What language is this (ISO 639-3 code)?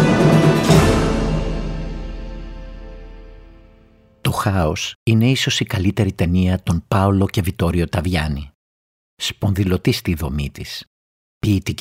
ell